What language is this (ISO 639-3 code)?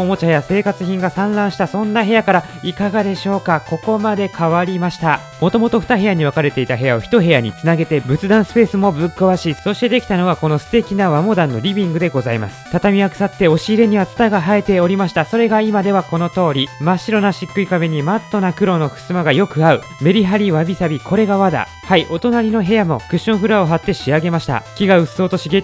jpn